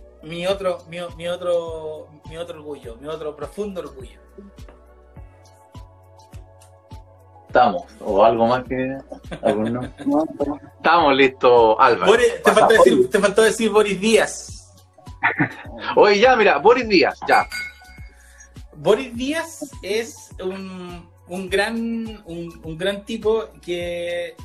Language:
Spanish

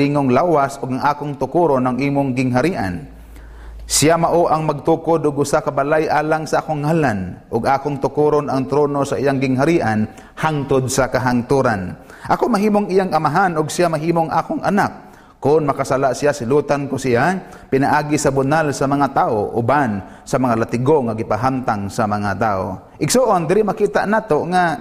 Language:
Cebuano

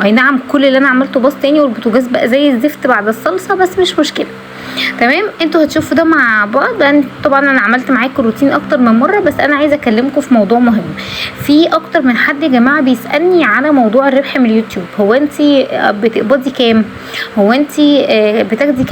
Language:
Egyptian Arabic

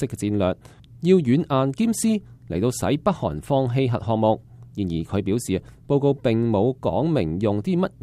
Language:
Cantonese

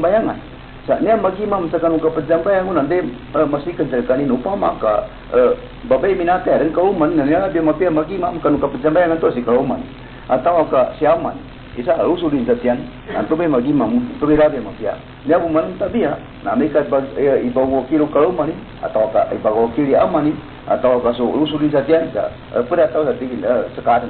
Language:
Maranao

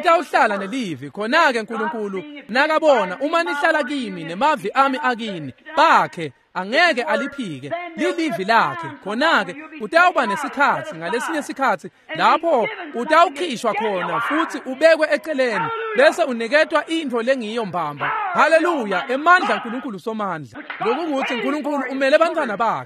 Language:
Swati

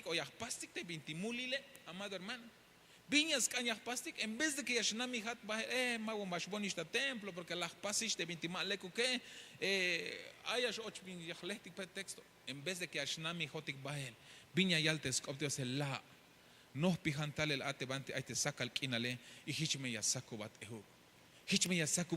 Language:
Tzeltal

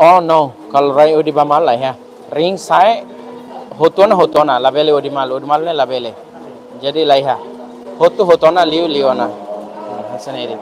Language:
Tetum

